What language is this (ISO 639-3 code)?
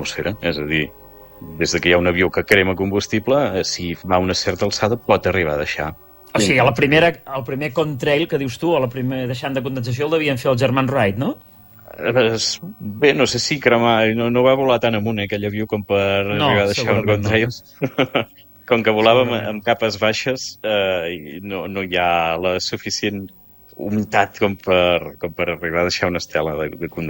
cat